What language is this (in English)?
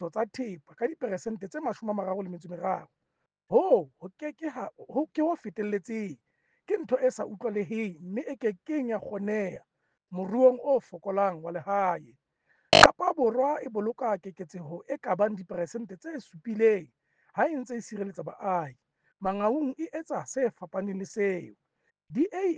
Southern Sotho